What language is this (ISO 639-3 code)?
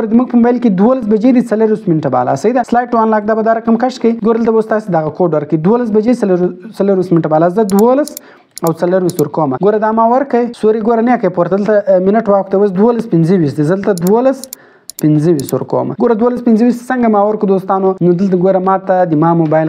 pus